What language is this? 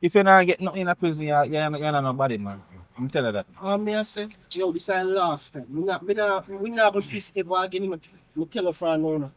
Jamaican Creole English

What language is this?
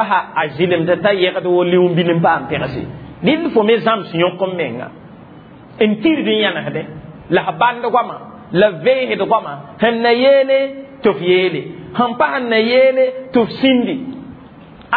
Mossi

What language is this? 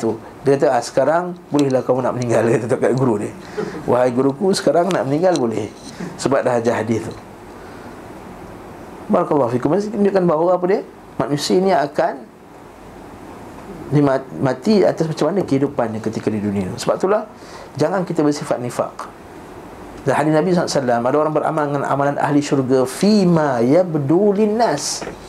Malay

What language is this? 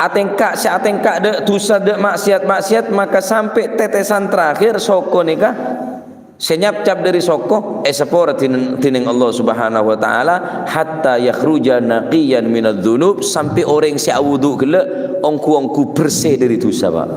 Madurese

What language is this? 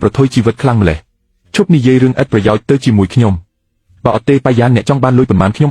Khmer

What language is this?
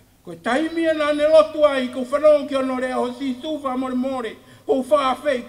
Tongan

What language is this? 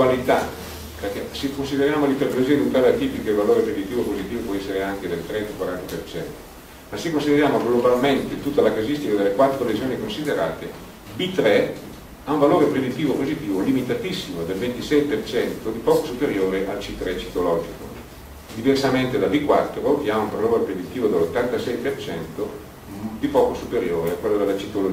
Italian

